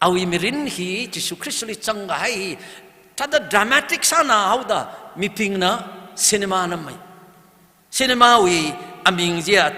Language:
Tangkhul Naga (India)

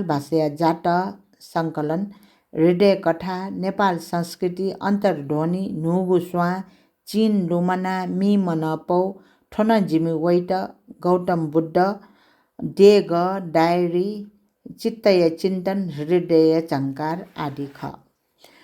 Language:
Newari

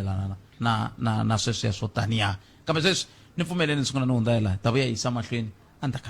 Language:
Tsonga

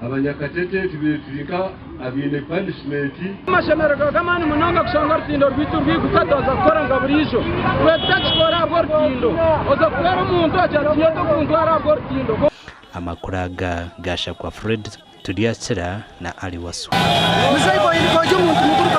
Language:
Nyankole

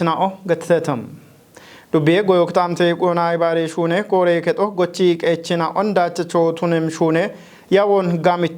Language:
Kafa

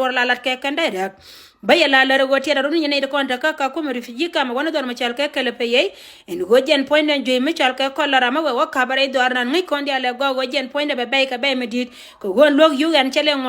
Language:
Nuer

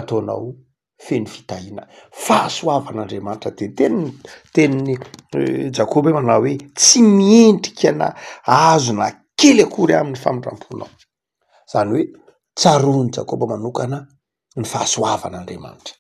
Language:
Malagasy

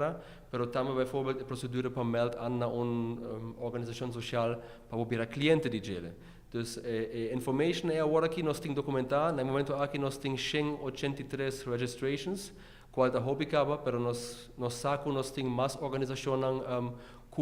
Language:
Papiamento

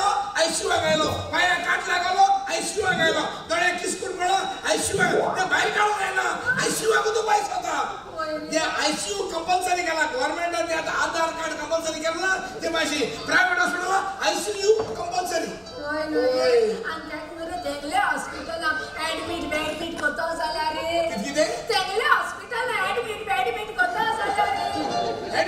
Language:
Konkani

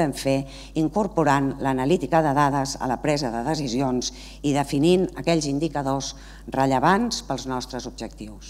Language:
Catalan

